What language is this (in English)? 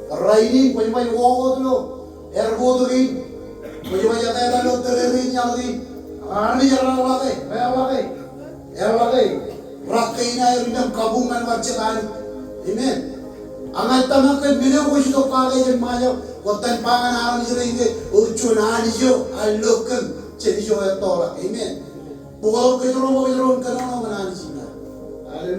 Marshallese